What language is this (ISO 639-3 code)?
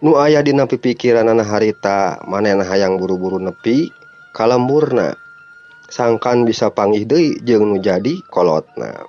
sun